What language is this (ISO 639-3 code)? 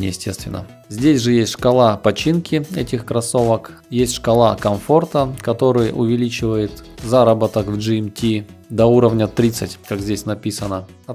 rus